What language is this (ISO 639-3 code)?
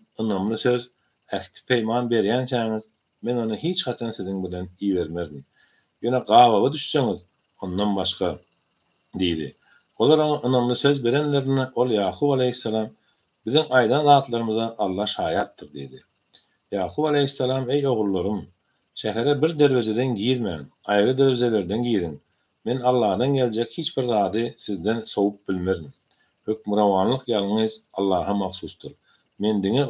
tuk